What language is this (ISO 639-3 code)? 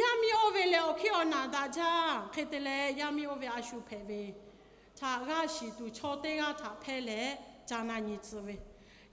lhu